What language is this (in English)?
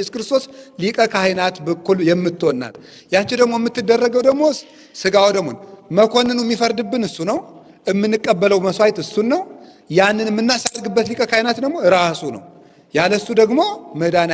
Amharic